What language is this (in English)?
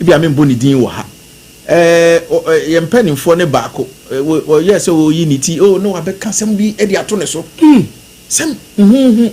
Akan